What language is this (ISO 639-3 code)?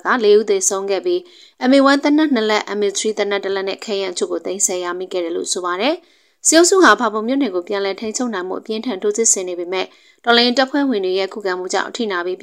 mya